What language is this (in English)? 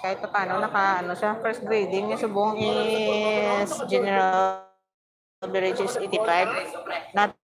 Hiligaynon